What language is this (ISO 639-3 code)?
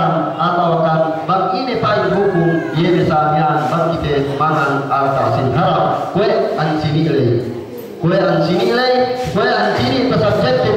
yka